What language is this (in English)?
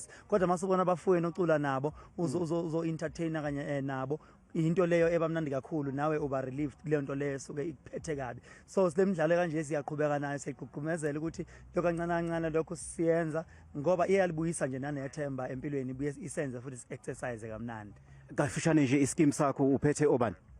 Zulu